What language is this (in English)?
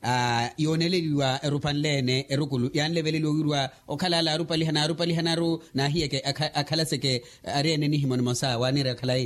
Makhuwa